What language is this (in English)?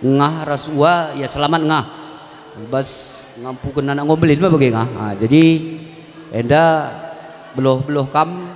Batak Karo